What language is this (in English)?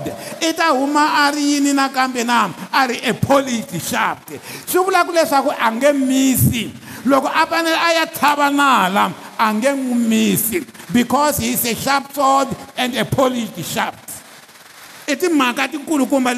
Tsonga